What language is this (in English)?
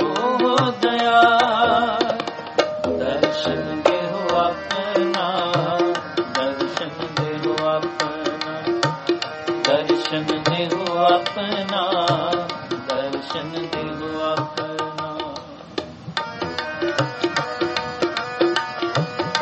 Punjabi